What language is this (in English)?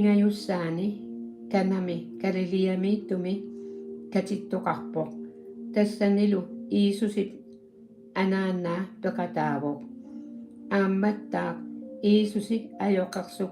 Kalaallisut